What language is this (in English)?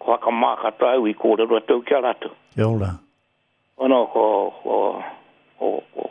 Māori